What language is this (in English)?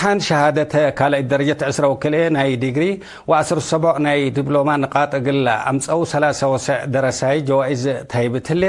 Tigre